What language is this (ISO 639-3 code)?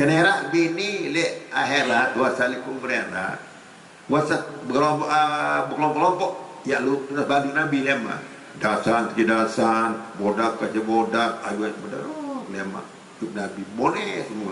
sas